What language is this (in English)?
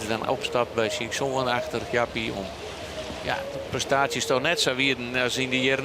Western Frisian